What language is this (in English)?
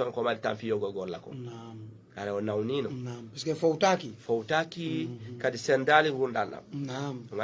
Fula